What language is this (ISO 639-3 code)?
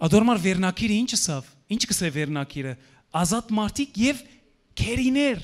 hyw